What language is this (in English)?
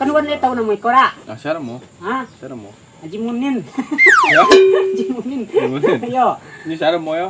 Minangkabau